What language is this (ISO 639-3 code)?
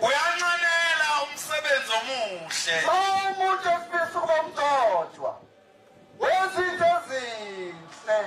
zul